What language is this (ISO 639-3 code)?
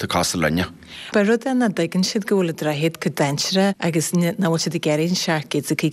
gle